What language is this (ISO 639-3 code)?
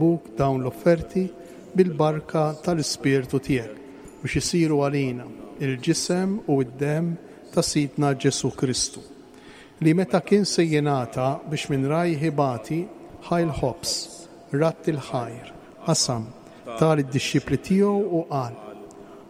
mlt